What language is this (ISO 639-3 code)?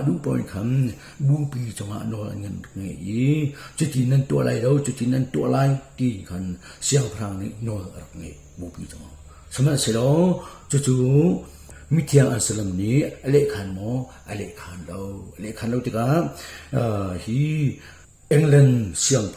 cnh